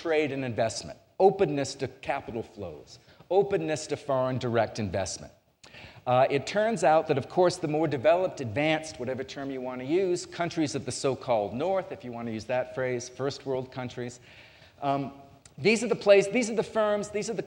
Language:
English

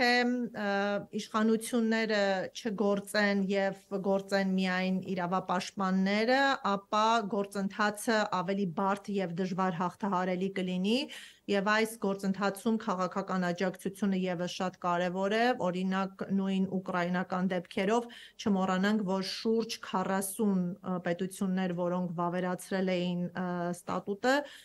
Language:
Armenian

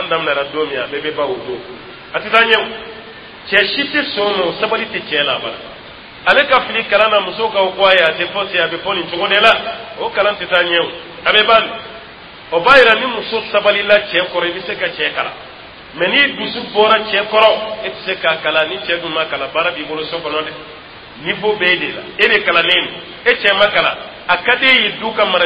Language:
Dyula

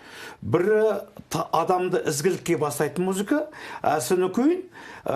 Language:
Kazakh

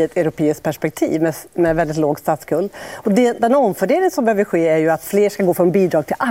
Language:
Swedish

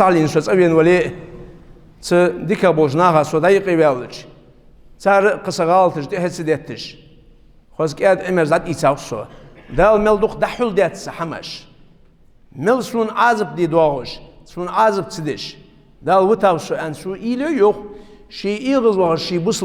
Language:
Ingush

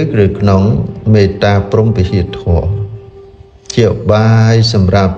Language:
Khmer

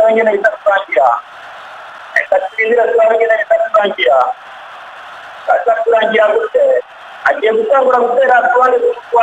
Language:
Rundi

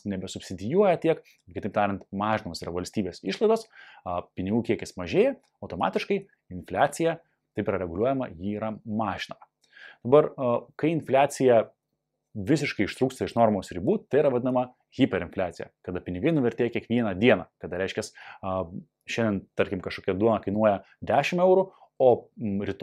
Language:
Lithuanian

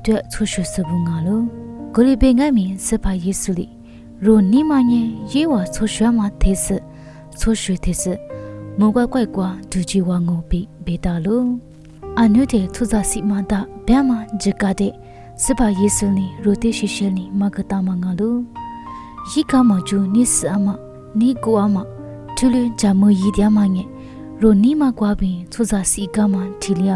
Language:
Lisu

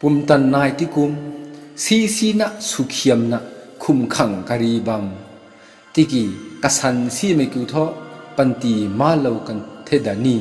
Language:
Rongmei Naga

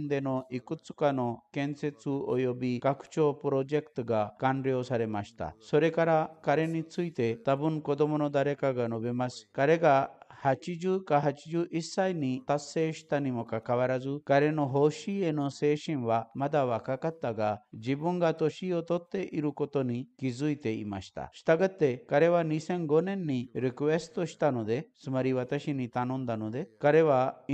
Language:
Japanese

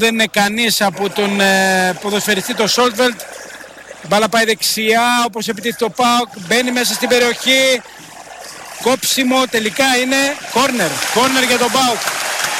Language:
Greek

